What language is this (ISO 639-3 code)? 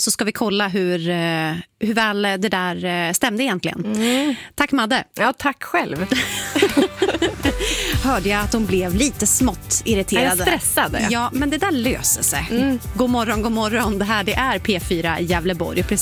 swe